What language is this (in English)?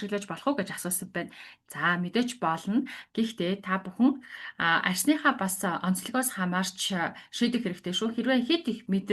Mongolian